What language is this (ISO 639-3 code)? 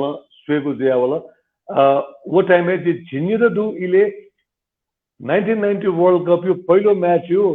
new